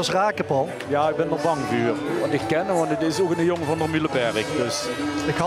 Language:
Limburgish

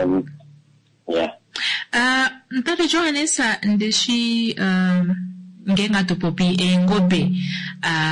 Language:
Kuanyama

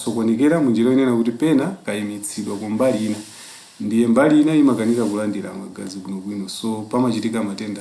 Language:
Nyanja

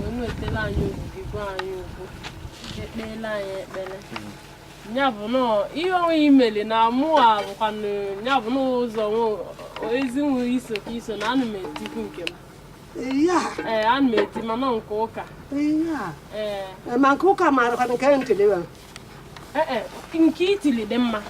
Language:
Igbo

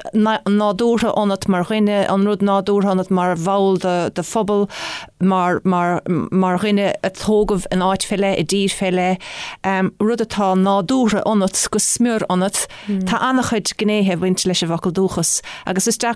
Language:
Irish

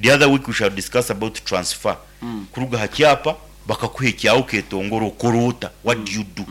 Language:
Nyankole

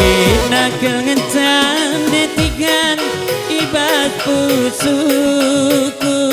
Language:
Batak Karo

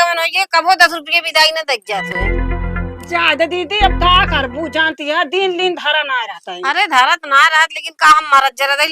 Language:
Awadhi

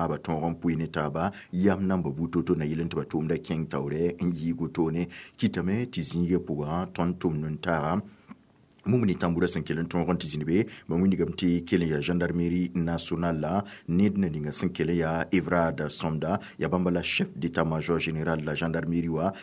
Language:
Mossi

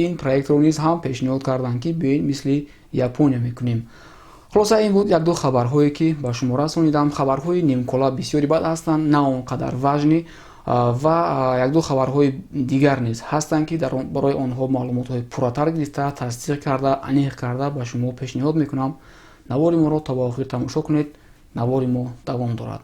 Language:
Tajik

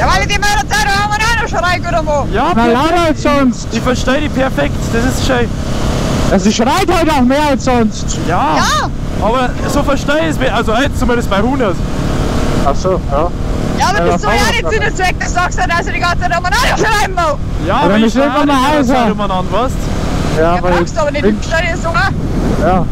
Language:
Bavarian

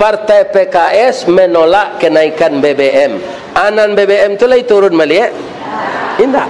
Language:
Minangkabau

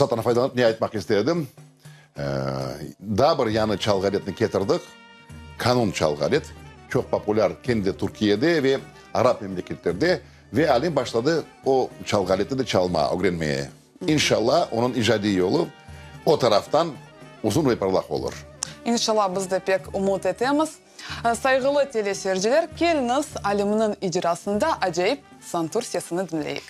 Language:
Crimean Tatar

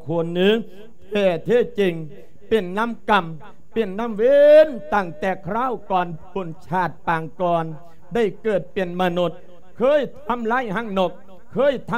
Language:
Lao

